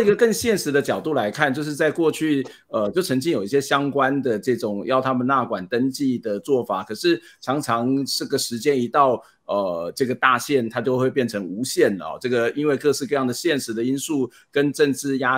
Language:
Chinese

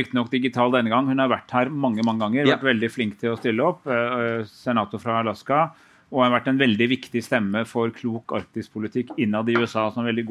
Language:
Norwegian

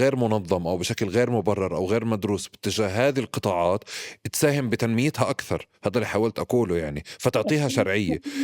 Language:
North Levantine Arabic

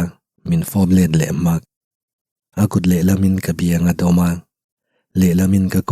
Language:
Mizo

